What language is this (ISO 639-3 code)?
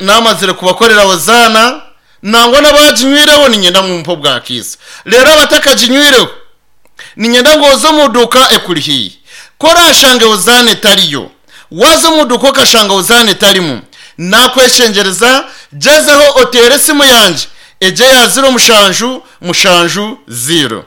nyn